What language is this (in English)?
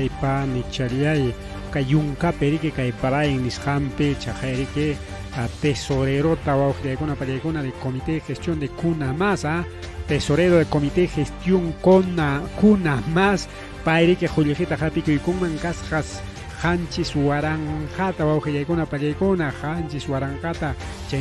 Ayacucho Quechua